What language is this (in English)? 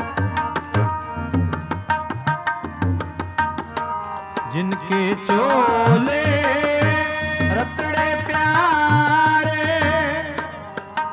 Punjabi